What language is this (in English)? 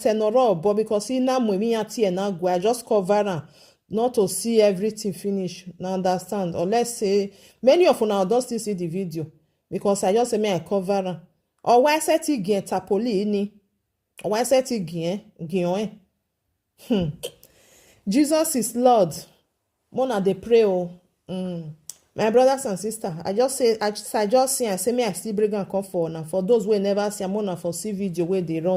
Nigerian Pidgin